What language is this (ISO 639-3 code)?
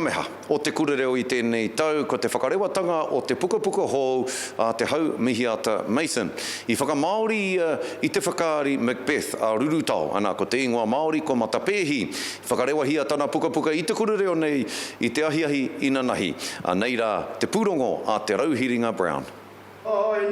mri